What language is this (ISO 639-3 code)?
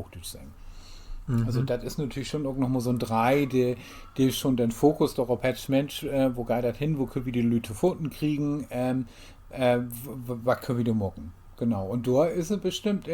nds